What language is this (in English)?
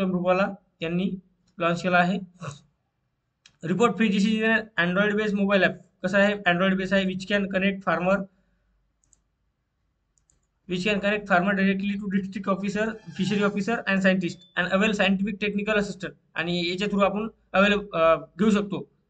Marathi